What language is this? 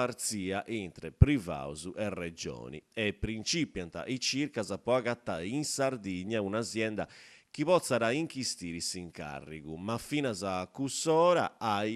Sardinian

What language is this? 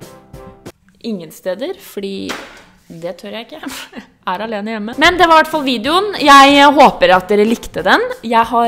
Norwegian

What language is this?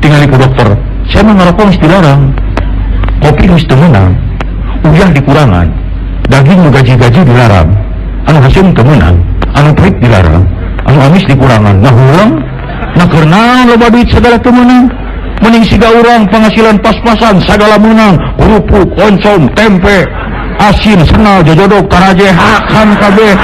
Sundanese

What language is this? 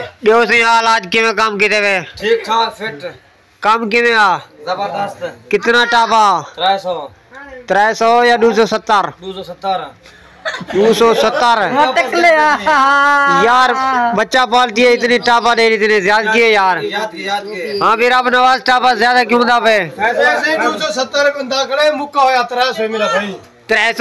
Saraiki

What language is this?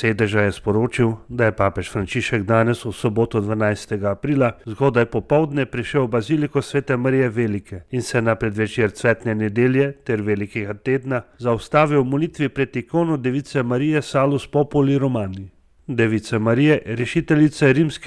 Slovenian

